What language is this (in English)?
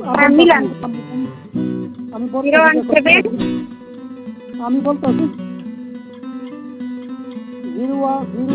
Bangla